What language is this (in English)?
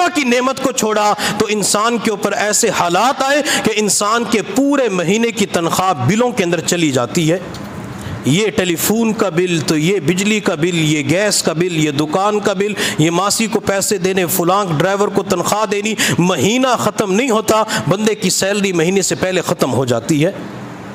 Urdu